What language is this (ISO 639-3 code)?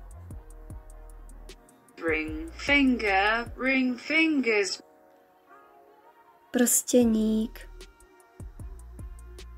slk